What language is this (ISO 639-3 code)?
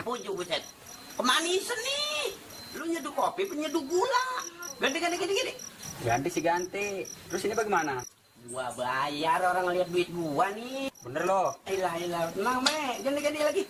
bew